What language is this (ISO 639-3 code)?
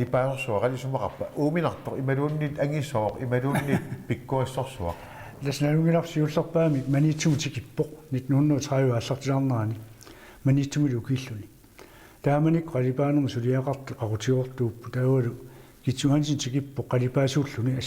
kal